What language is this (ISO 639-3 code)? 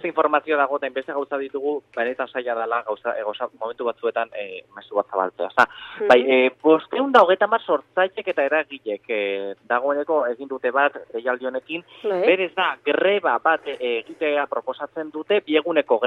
eus